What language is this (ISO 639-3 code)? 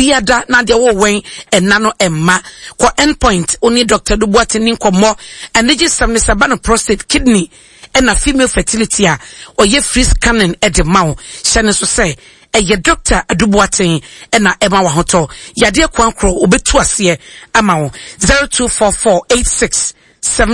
aka